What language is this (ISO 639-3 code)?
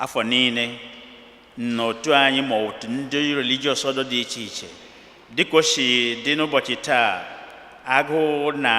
ibo